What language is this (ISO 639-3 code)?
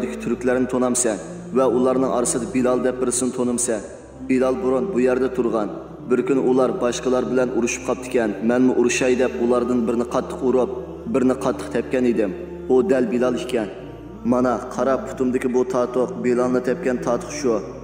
uig